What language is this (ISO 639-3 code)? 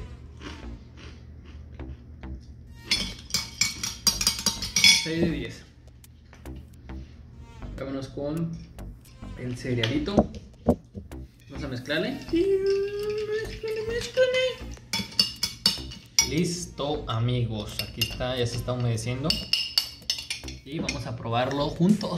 spa